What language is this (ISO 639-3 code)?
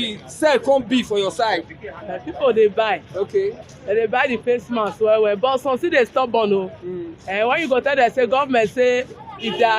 pcm